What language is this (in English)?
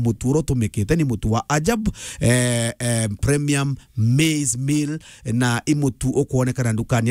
Meru